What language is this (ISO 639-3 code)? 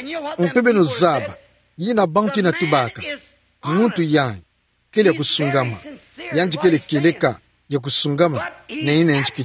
ktu